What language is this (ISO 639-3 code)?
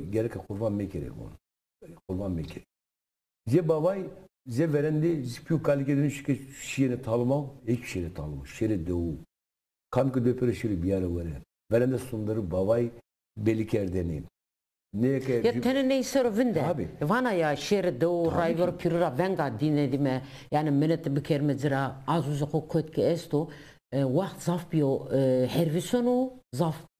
zza